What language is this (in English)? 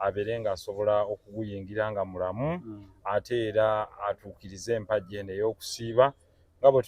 Ganda